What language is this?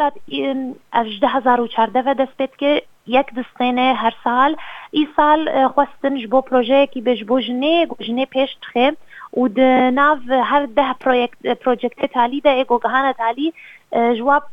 Kurdish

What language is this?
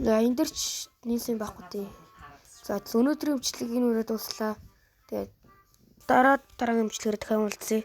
Mongolian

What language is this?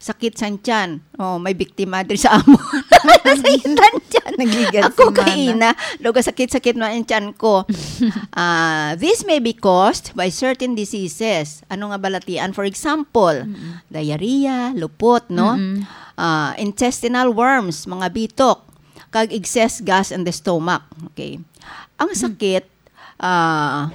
Hiligaynon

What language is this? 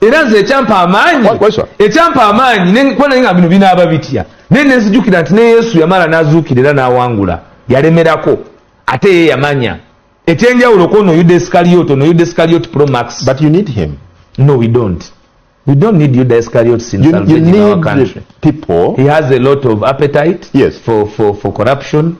Ganda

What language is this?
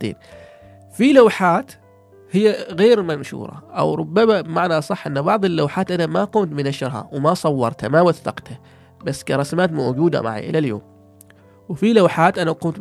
Gulf Arabic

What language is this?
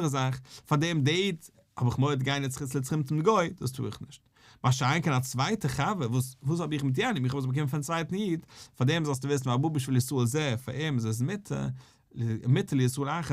Yiddish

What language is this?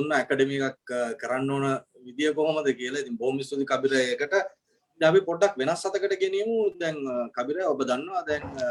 Sinhala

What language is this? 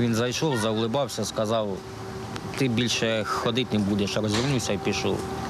Ukrainian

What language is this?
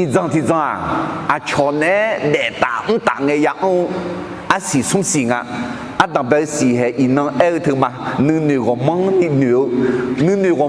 Akha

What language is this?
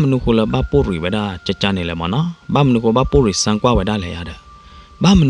S'gaw Karen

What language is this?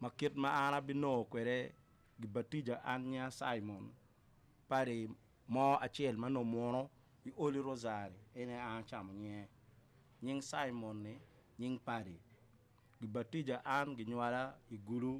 Acoli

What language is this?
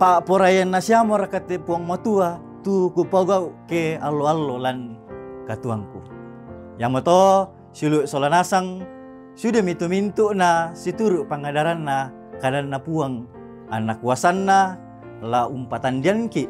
Toraja-Sa'dan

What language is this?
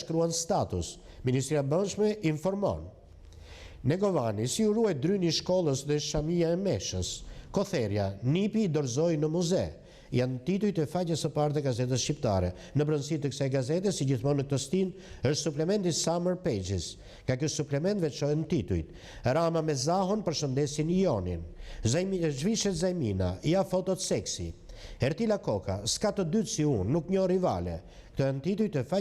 Albanian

